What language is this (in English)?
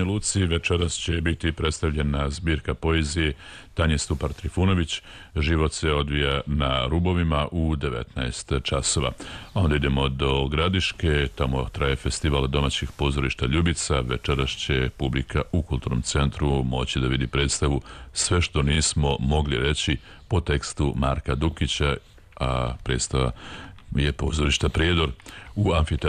Serbian